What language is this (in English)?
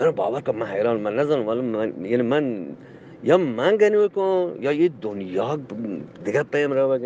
Eastern Balochi